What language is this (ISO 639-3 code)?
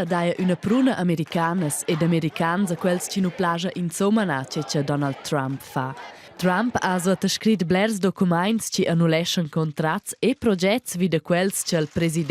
roh